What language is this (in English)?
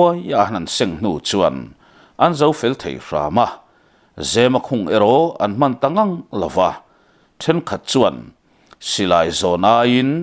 Mizo